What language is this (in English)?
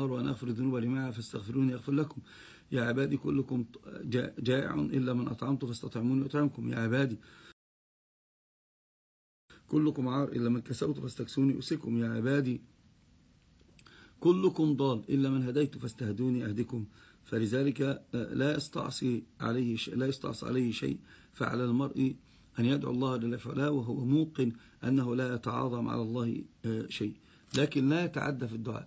Arabic